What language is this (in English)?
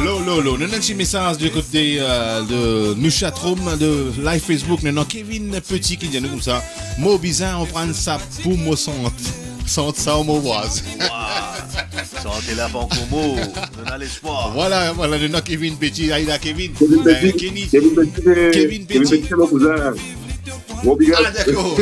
Morisyen